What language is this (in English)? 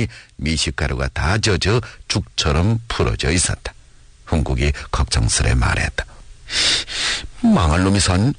Korean